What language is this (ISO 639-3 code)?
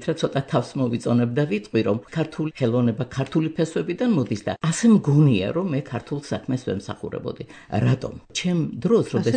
kat